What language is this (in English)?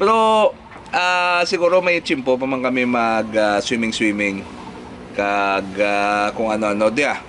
Hiligaynon